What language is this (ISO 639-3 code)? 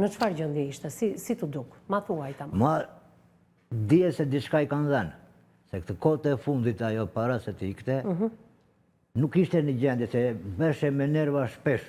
sqi